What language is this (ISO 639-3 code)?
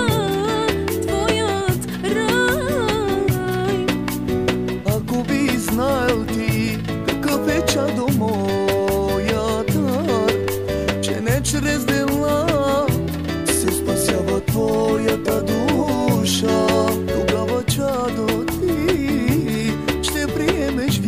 bul